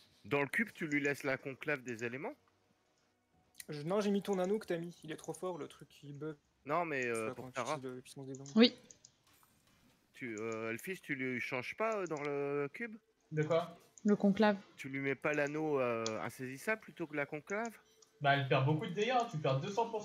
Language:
French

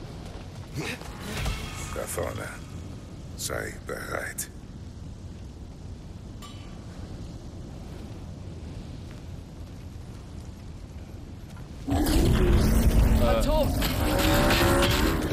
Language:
German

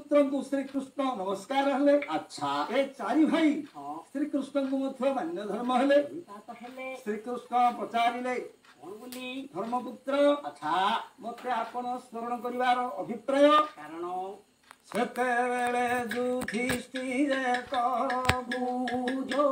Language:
Odia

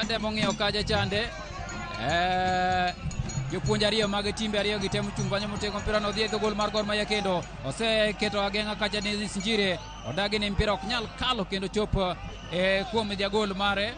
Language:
Luo (Kenya and Tanzania)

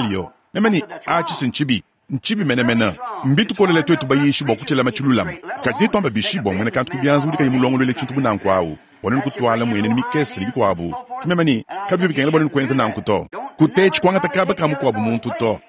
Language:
Luba-Lulua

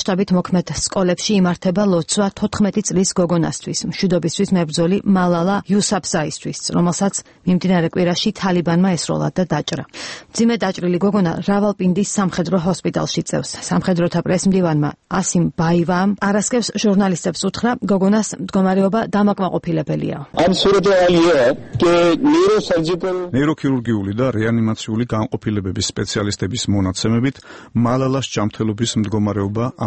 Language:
Georgian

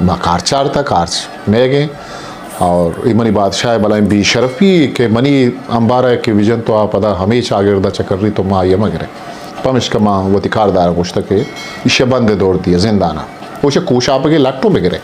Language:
Eastern Balochi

